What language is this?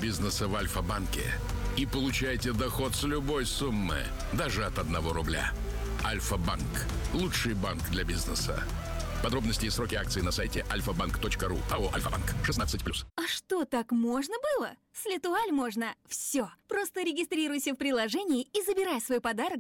Russian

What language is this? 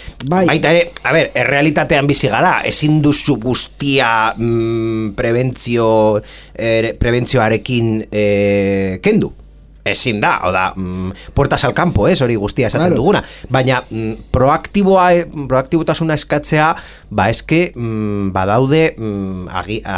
Basque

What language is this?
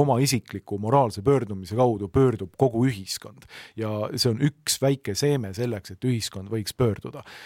Estonian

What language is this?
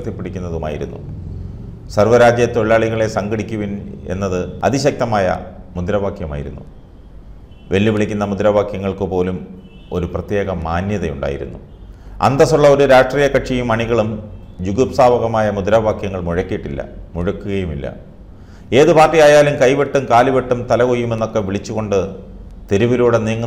Malayalam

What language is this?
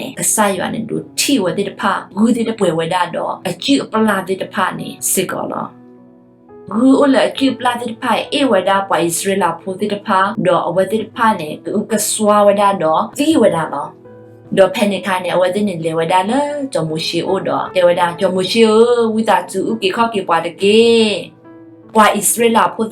S'gaw Karen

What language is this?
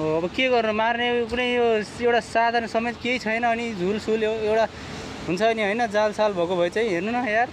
Nepali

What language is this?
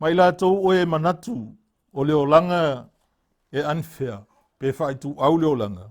Samoan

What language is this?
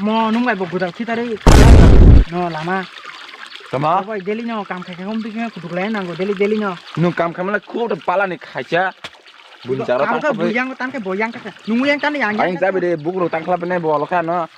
Kok Borok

